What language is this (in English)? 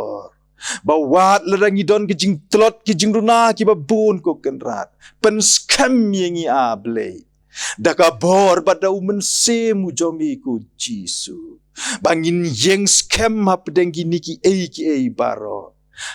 Khasi